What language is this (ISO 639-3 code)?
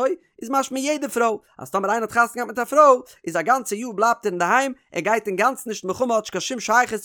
yid